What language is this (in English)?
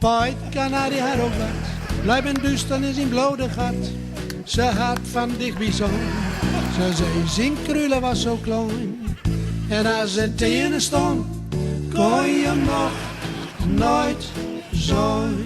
Gronings